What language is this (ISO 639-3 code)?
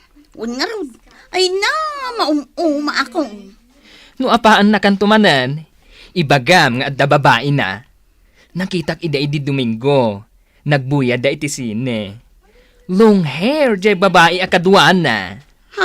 ilo